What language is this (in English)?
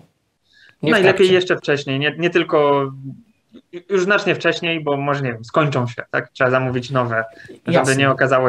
Polish